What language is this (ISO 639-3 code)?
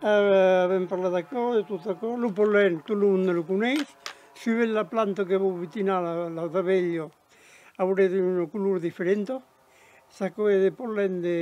oci